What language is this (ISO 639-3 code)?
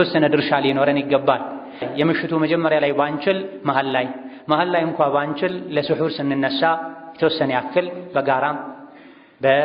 amh